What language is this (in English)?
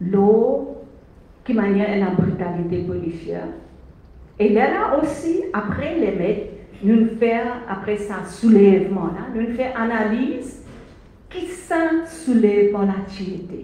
Morisyen